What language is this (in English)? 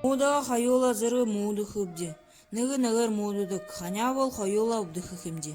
Buriat